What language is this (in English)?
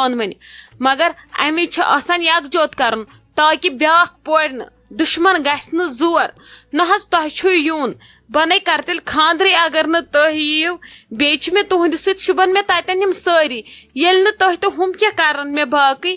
Kashmiri